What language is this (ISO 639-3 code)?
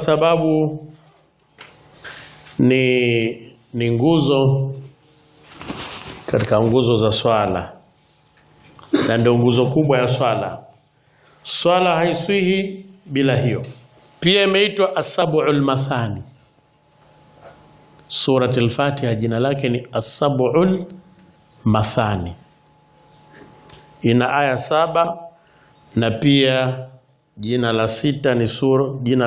swa